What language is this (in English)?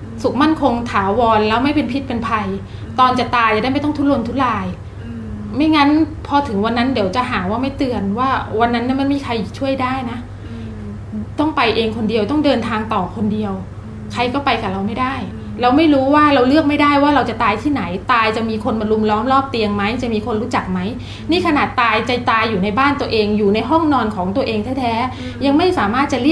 Thai